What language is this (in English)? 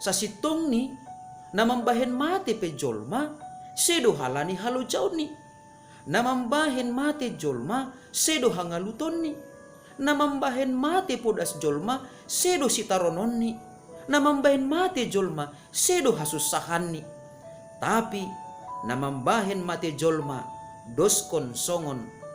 Batak Simalungun